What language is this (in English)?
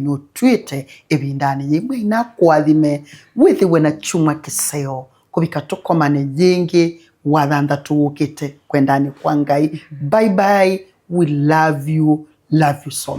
Kamba